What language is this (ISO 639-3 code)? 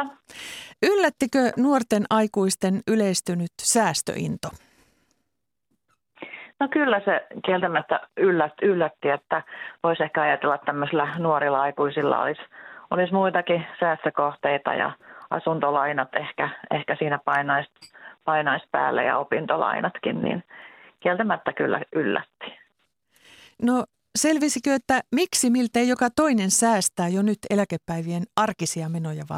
fin